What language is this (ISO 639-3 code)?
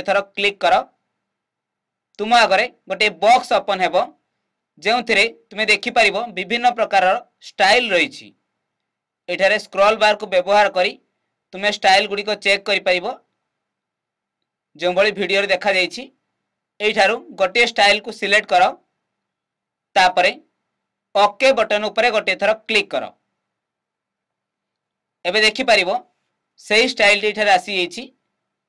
ori